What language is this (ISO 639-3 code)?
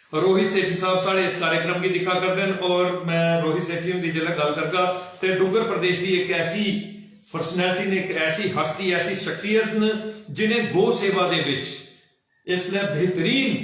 doi